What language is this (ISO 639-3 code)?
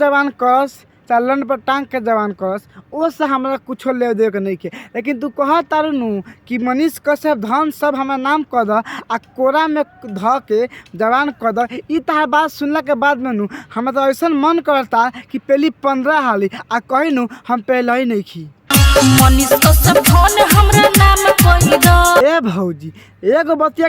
bho